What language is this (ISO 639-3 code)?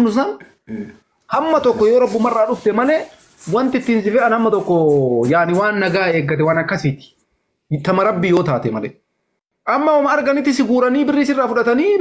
orm